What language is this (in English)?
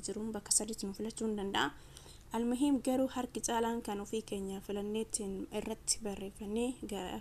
Oromo